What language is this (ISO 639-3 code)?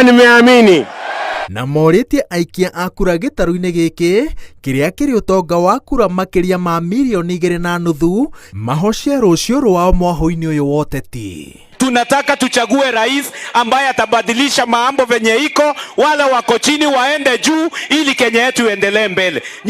kik